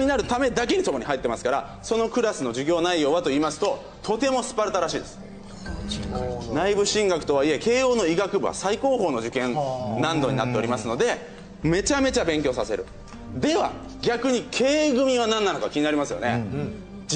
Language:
Japanese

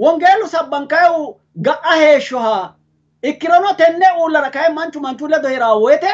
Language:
Sidamo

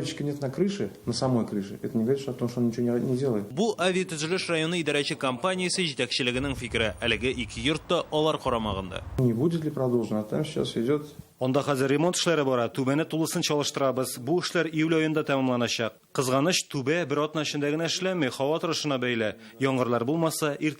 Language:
Tatar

